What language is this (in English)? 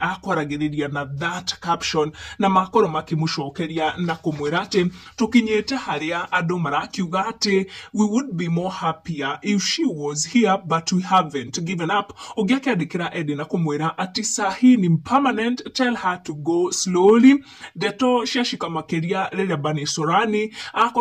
Kikuyu